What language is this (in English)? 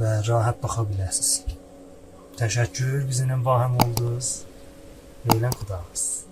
South Azerbaijani